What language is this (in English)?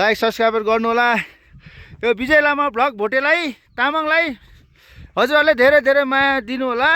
Nepali